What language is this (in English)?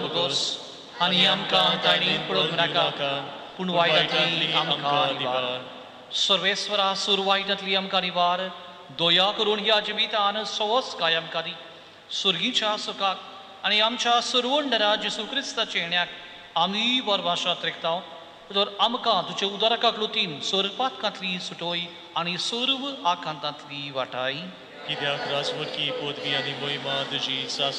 Konkani